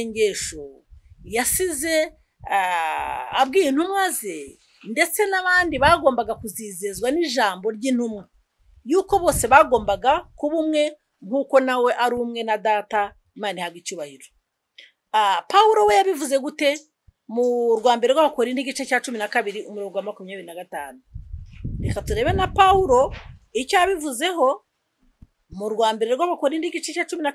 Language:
Kinyarwanda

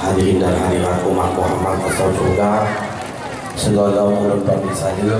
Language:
Achinese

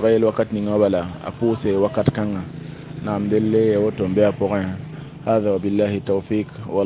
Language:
Mossi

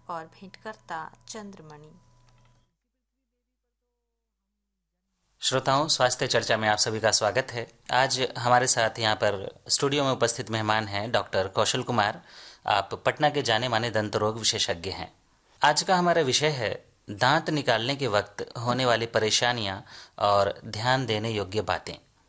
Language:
Hindi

